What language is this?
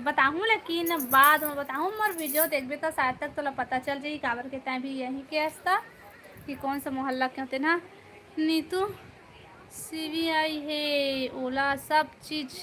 Chhattisgarhi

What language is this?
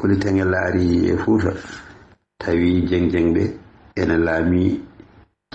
Fula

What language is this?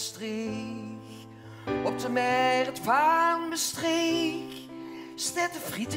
Limburgish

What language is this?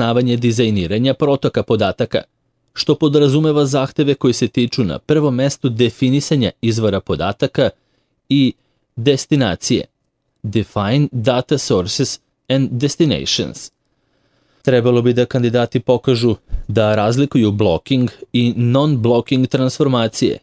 Serbian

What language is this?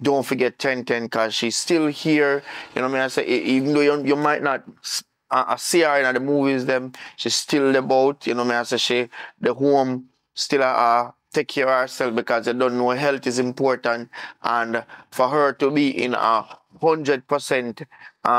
Jamaican Creole English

